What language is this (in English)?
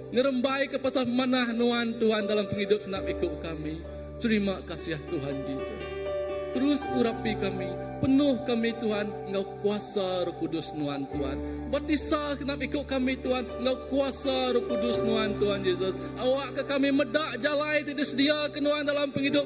Iban